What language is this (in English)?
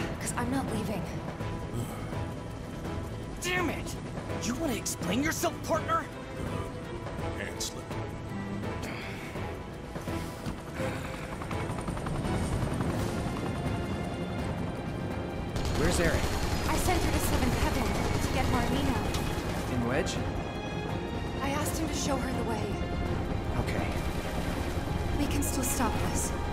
English